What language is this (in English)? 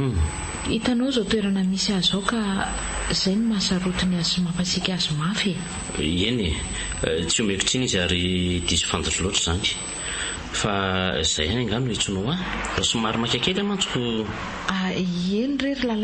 Malagasy